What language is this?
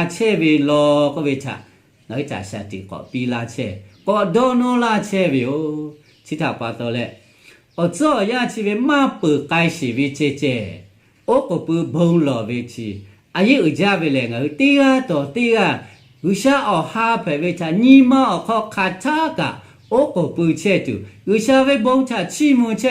Lahu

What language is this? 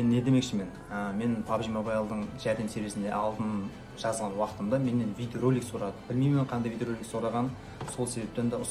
Kara-Kalpak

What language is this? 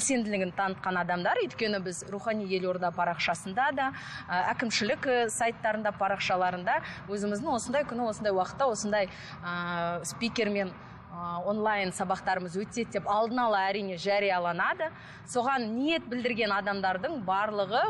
Kazakh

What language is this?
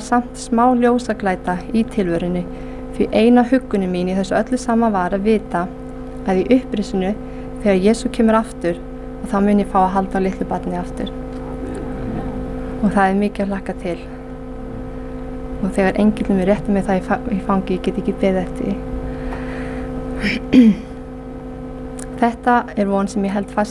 Icelandic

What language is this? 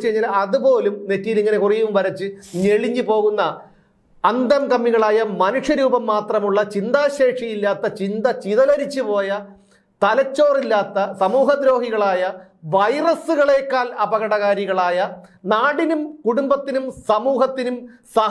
Malayalam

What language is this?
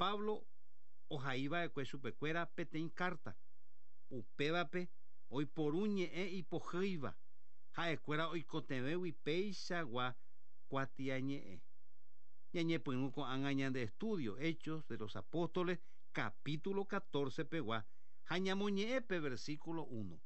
Guarani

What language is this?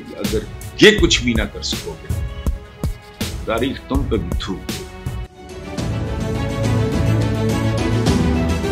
Urdu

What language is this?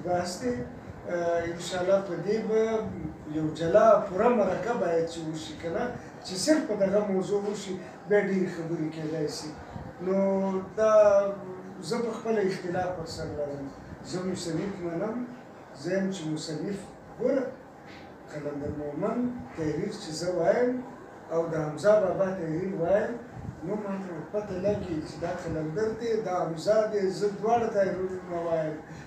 Pashto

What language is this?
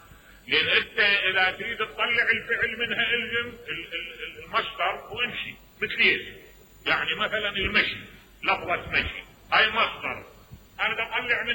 Mesopotamian Arabic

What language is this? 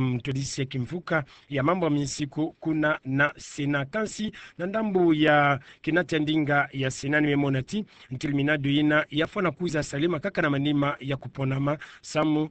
Kituba (Democratic Republic of Congo)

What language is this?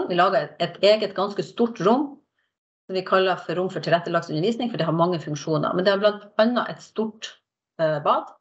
Norwegian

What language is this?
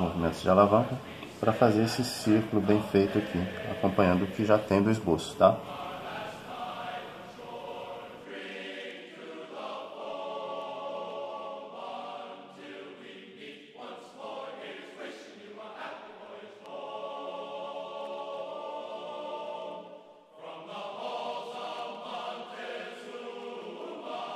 Portuguese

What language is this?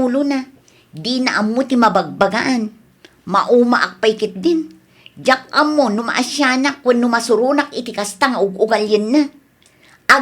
Iloko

